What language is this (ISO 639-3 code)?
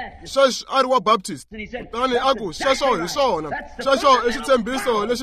tso